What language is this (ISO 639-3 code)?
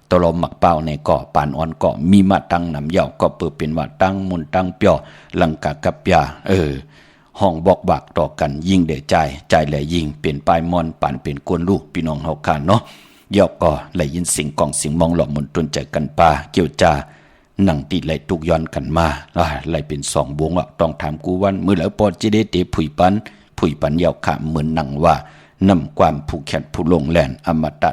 shn